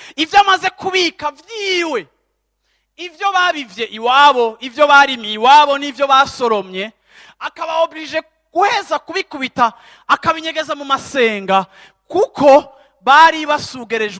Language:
Rundi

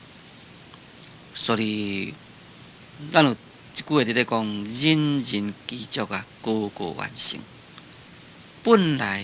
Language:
Min Nan Chinese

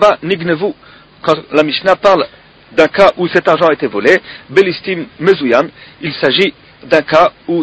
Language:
French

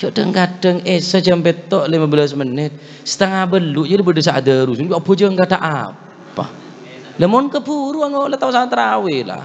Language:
Madurese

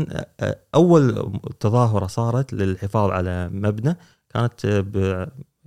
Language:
Gulf Arabic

